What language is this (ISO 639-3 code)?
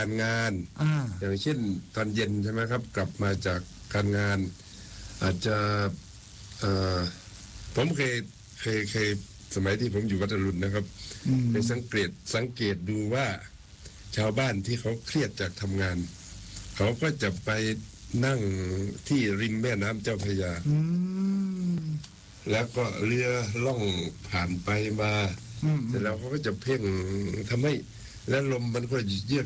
tha